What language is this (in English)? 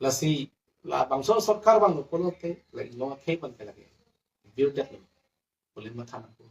Karbi